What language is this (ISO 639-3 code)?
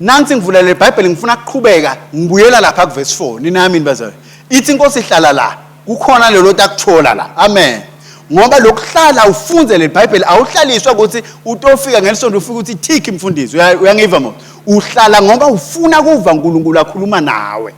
ssw